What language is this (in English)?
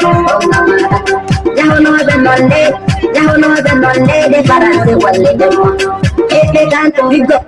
Fula